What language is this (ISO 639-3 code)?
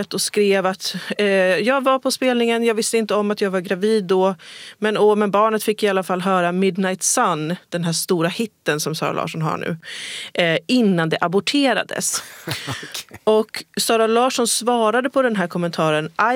swe